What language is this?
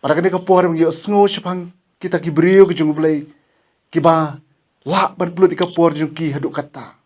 Khasi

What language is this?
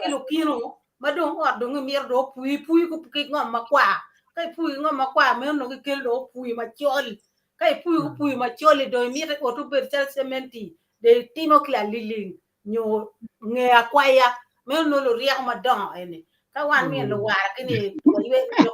Acoli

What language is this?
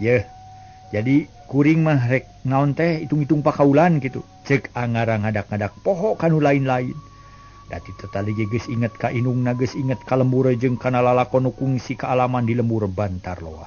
Sundanese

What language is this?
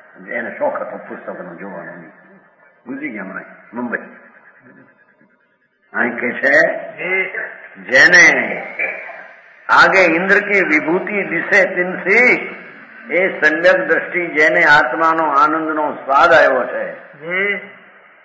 Gujarati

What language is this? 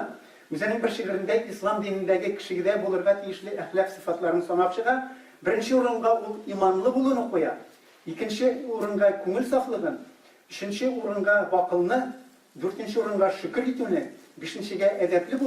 Tatar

